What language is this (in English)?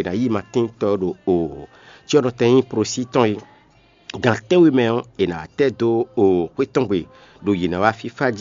Fon